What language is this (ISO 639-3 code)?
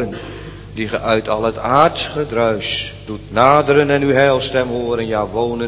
nld